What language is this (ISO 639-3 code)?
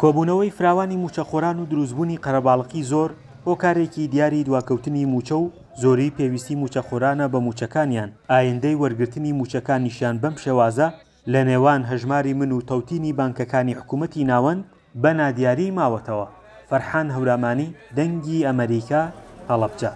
ckb